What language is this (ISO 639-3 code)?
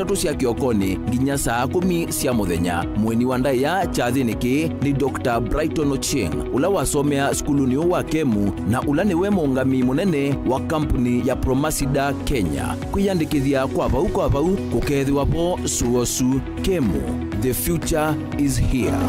kam